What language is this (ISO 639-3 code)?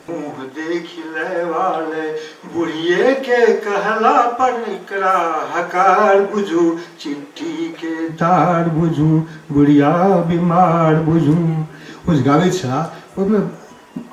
mai